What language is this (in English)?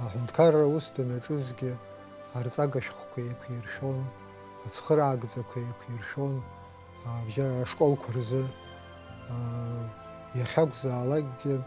Abkhazian